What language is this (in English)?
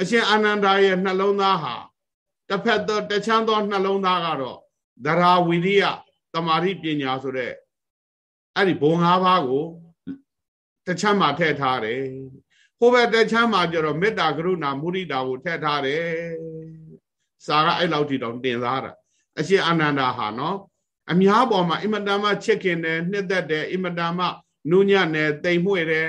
Burmese